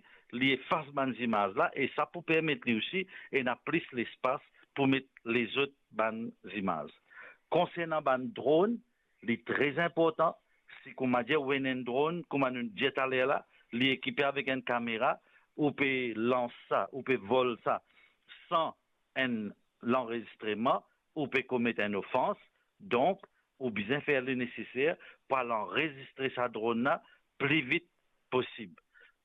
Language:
Morisyen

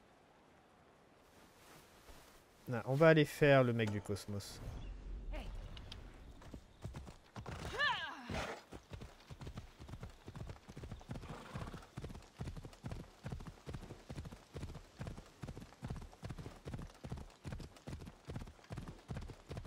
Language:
French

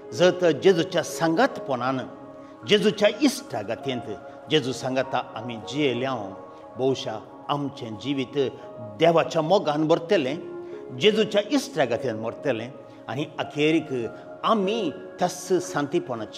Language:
Konkani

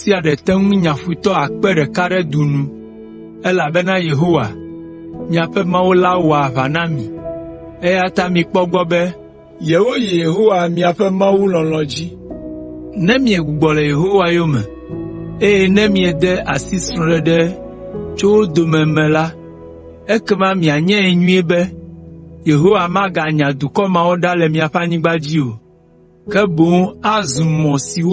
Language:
Ewe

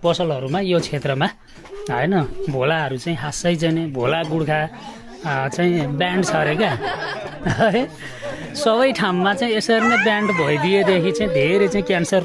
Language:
Nepali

